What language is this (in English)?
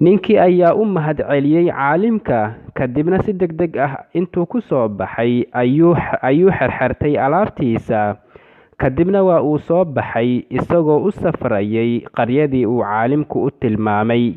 Somali